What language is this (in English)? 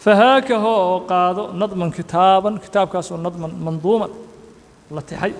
Somali